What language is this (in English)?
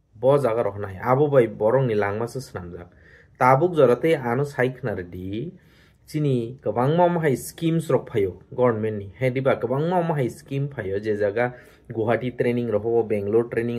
Kok Borok